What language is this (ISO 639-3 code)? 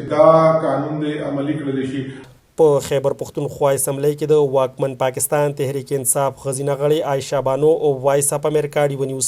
pus